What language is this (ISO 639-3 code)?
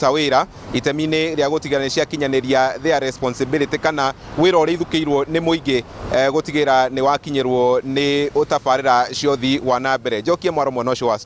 kik